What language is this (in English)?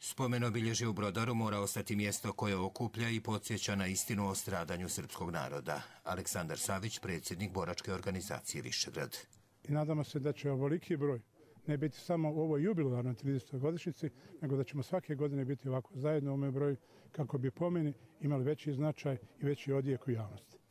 Croatian